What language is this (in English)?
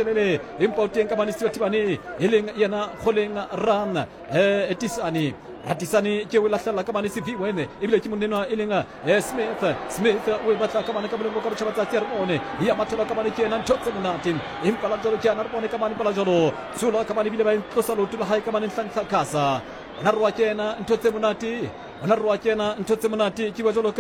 Southern Sotho